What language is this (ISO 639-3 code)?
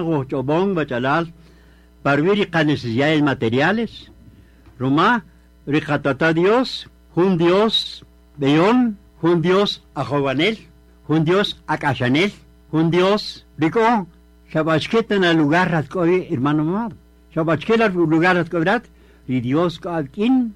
cak